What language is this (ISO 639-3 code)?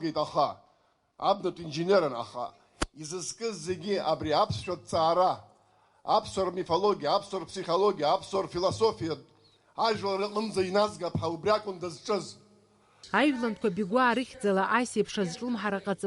abk